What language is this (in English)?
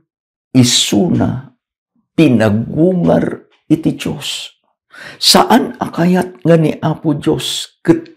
Iloko